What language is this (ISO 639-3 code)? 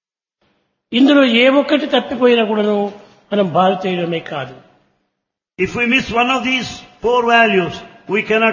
tel